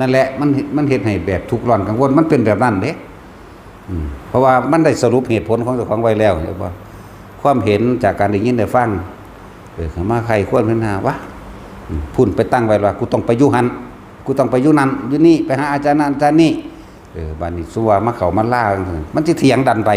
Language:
Northeastern Thai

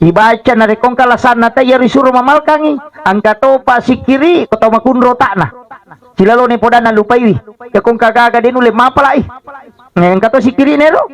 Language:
Buginese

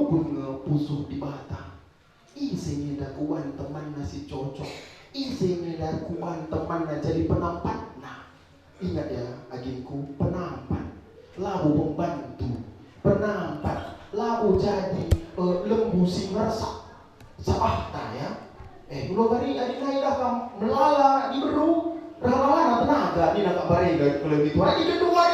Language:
Batak Karo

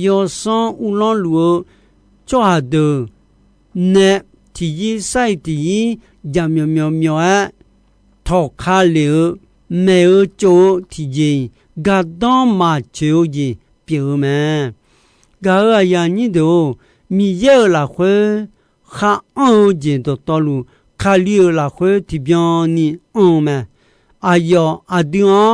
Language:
Akha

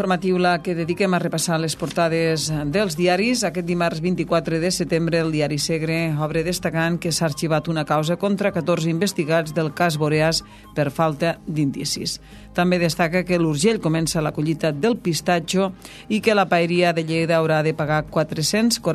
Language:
Catalan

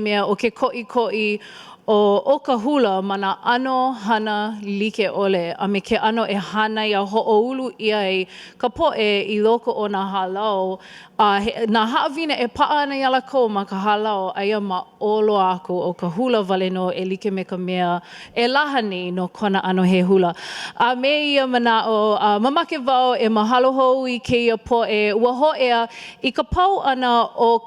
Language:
Hawaiian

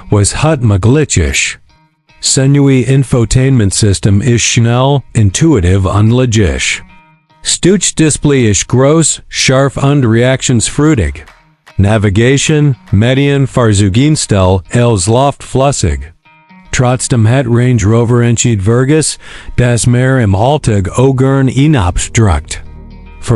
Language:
Swiss German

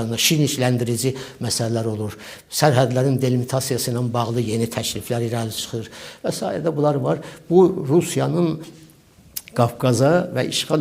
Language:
Azerbaijani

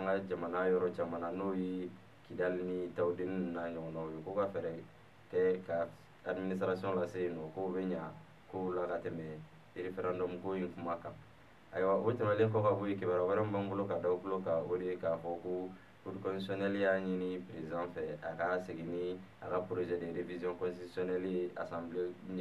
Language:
Bambara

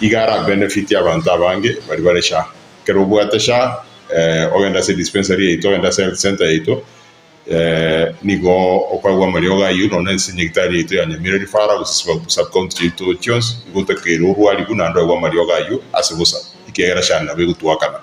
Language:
Gusii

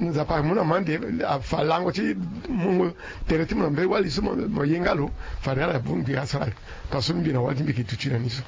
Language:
Sango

